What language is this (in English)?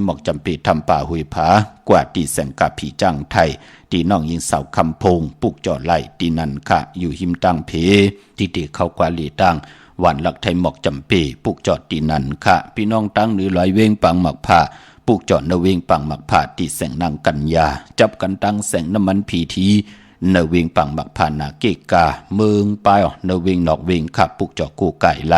Shan